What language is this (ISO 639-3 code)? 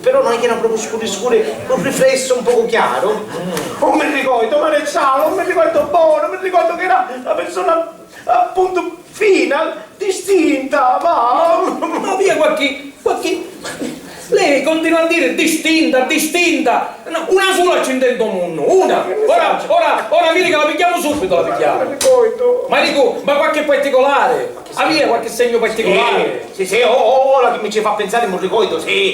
scn